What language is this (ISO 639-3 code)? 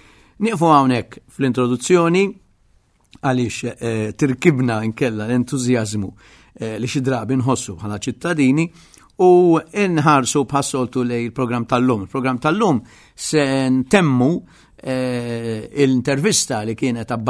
mlt